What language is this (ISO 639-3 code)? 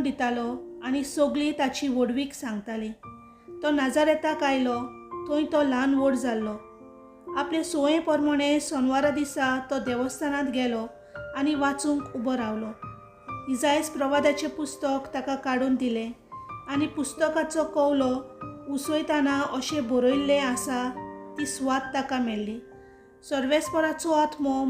kok